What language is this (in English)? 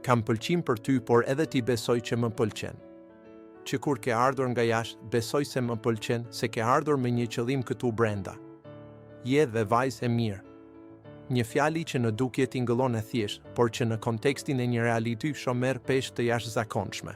Albanian